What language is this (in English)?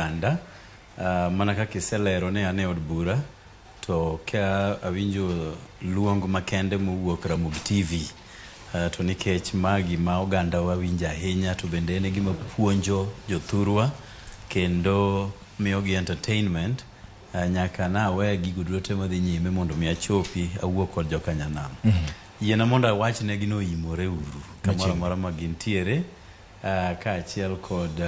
Luo (Kenya and Tanzania)